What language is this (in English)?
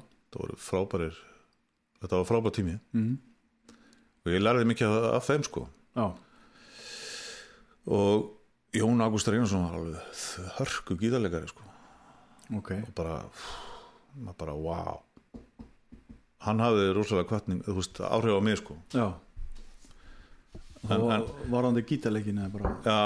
Icelandic